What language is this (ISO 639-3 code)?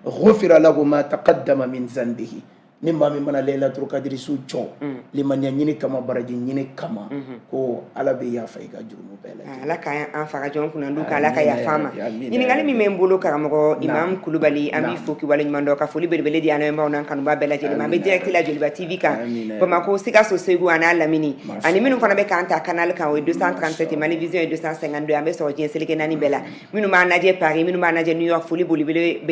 bam